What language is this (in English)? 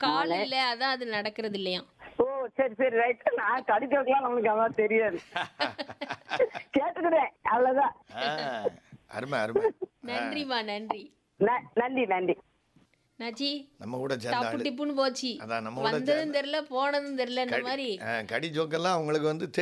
Tamil